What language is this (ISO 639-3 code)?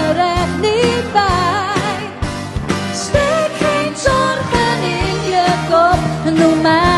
nld